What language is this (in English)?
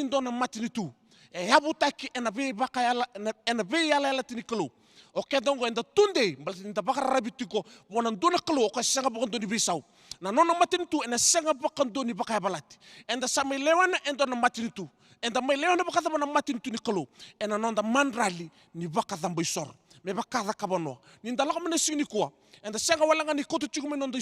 Fijian